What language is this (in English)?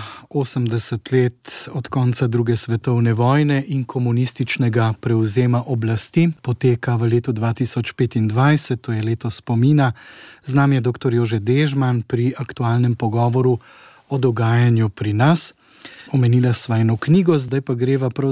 Slovenian